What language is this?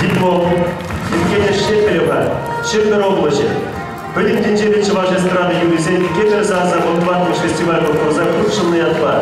Chuvash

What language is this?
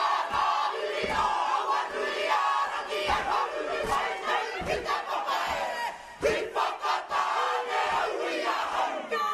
Māori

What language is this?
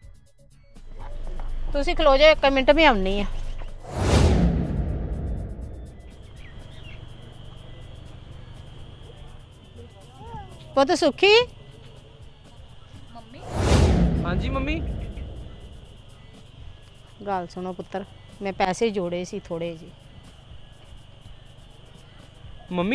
Punjabi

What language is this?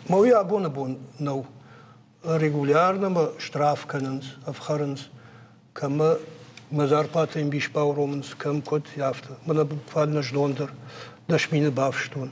Ossetic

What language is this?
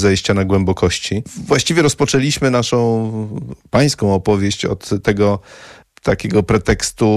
Polish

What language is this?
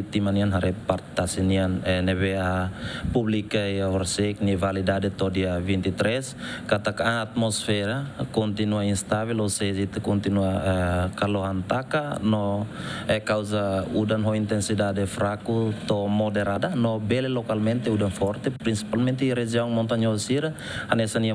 Tetum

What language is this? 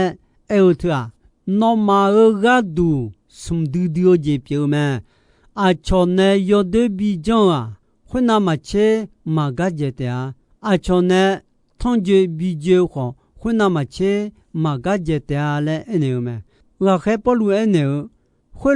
Akha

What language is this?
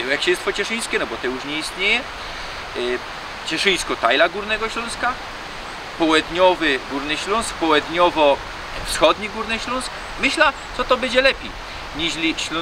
Silesian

